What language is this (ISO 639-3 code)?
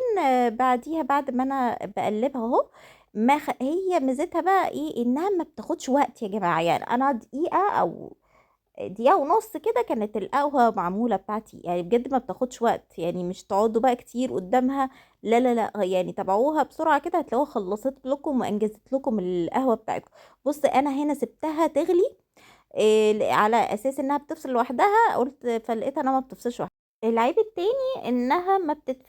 arz